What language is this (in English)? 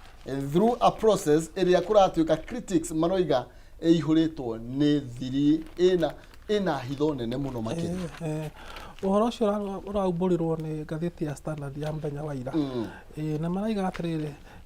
Kikuyu